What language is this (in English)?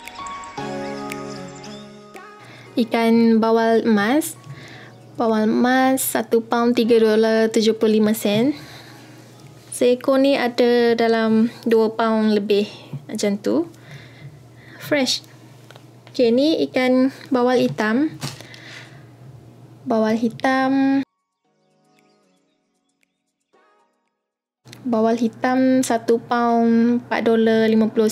Malay